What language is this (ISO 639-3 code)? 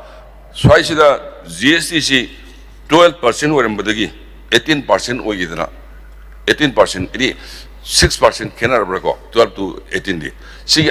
mni